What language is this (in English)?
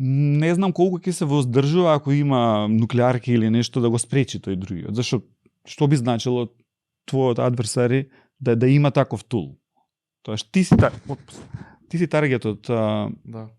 Macedonian